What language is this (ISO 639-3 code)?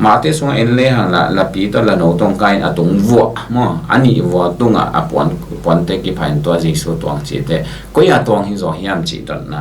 ctd